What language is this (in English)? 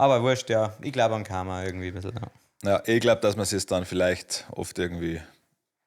Bavarian